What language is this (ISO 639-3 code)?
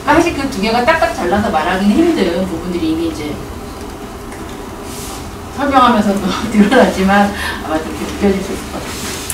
kor